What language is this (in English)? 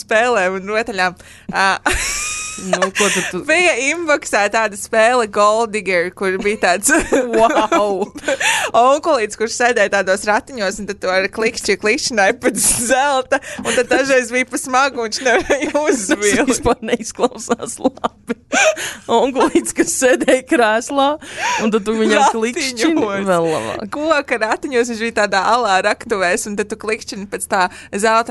Latvian